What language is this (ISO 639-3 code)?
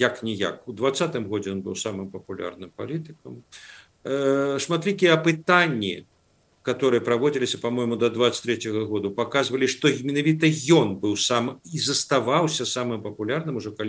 bel